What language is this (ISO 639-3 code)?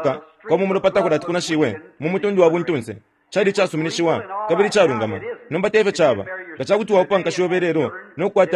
bem